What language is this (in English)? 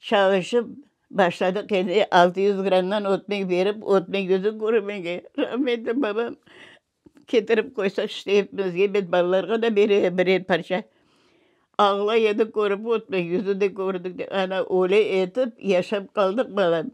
Crimean Tatar